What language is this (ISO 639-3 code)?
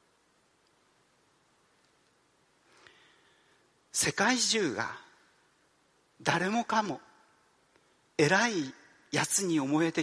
jpn